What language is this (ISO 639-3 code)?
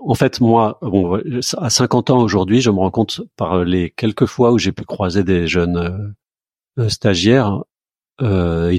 fra